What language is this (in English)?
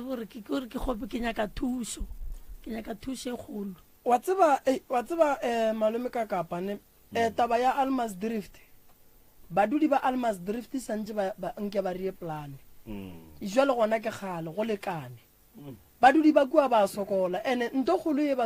Northern Sotho